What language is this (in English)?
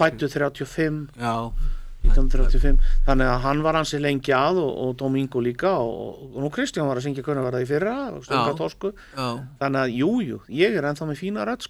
Icelandic